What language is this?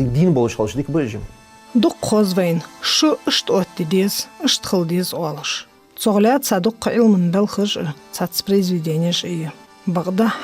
Ingush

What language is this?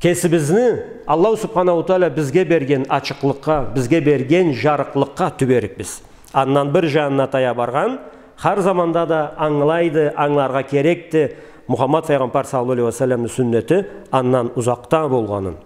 Karachay-Balkar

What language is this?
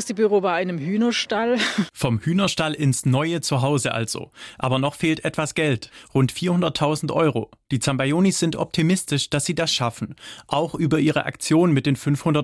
German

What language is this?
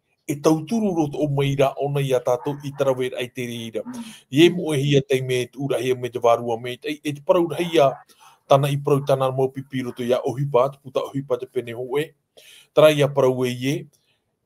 Tahitian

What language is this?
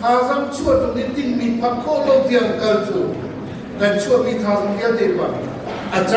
Hakha Chin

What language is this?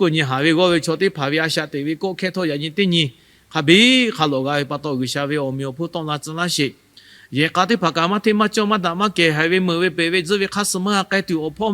Lahu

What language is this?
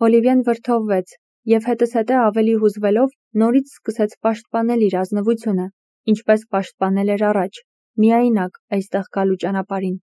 Armenian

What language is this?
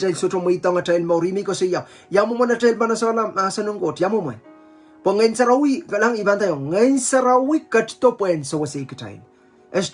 Pohnpeian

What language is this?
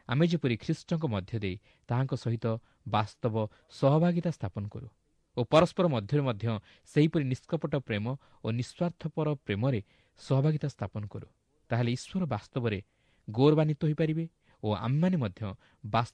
Odia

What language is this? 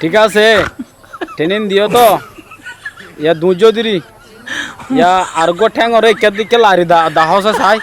Rohingya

